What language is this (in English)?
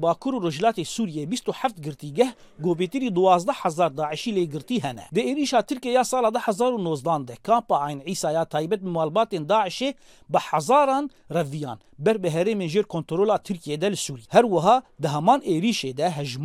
Kurdish